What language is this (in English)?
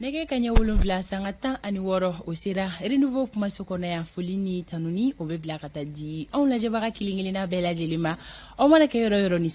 Bambara